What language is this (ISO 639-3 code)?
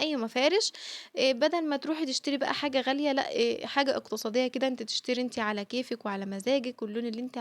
arz